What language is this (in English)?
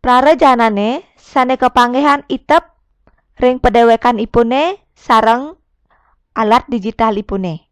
Balinese